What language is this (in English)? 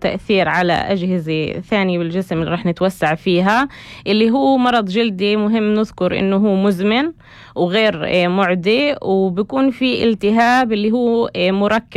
North Levantine Arabic